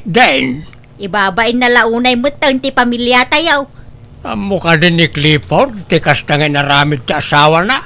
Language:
Iloko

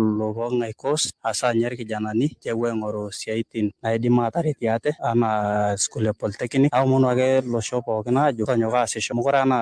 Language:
Masai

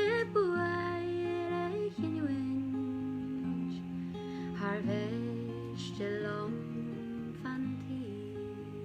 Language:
Irish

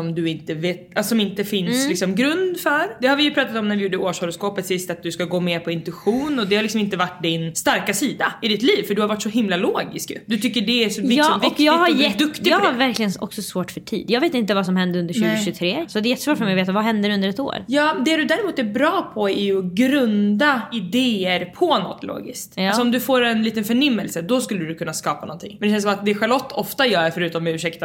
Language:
Swedish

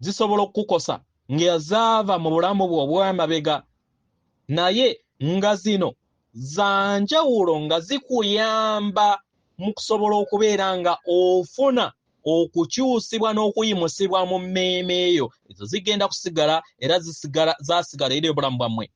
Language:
Ganda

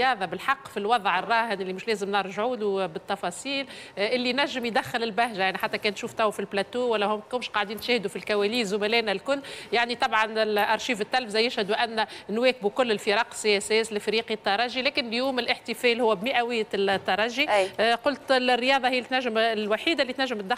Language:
Tunisian Arabic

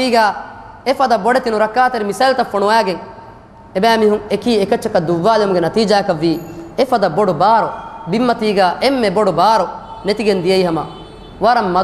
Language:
Divehi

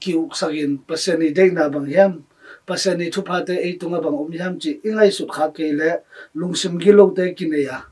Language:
Tedim Chin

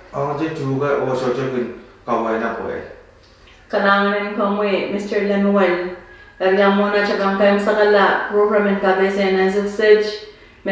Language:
Pohnpeian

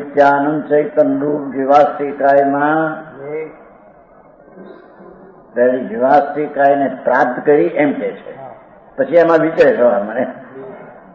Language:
Gujarati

